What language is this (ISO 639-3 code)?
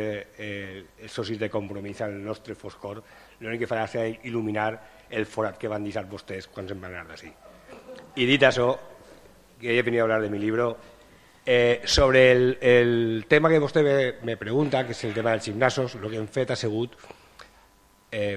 cat